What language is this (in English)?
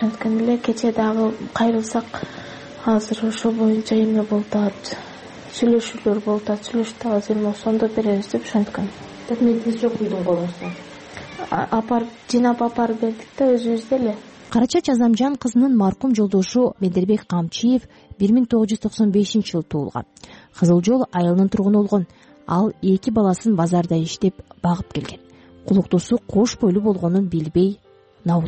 Kyrgyz